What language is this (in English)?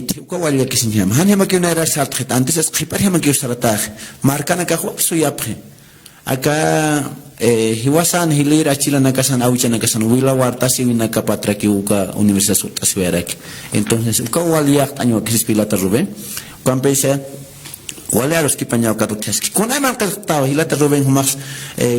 Aymara